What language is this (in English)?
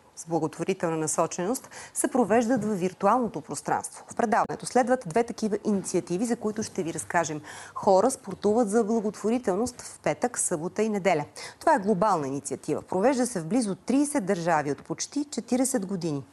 Bulgarian